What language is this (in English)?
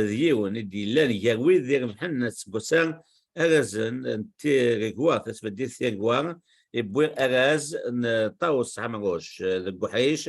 Kabyle